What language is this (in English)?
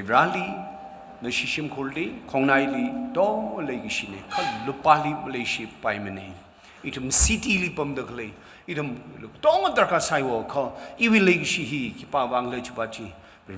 Tangkhul Naga (India)